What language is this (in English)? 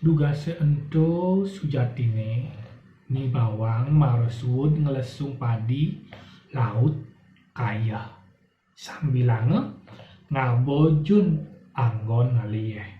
Balinese